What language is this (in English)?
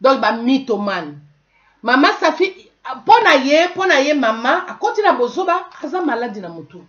Lingala